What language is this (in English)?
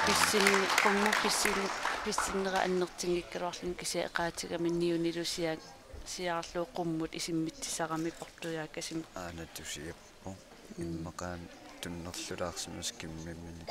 Kalaallisut